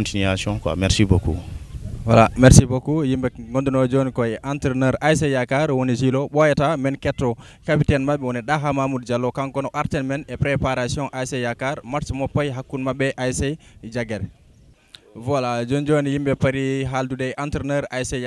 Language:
Fula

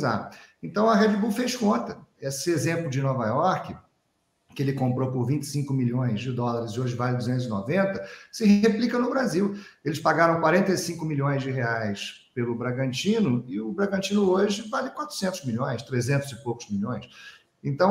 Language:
Portuguese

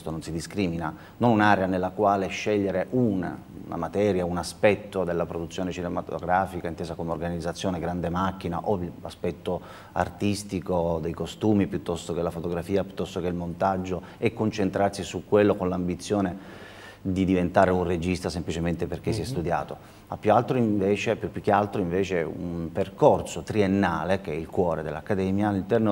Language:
Italian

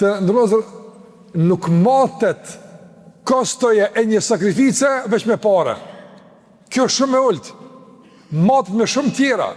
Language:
Albanian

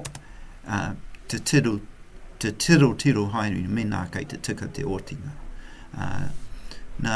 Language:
Māori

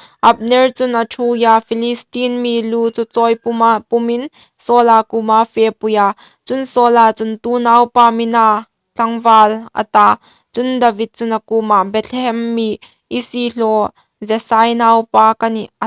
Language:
Hmar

